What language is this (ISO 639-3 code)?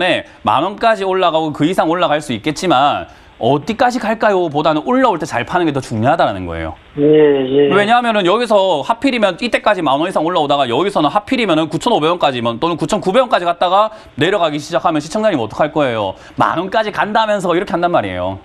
kor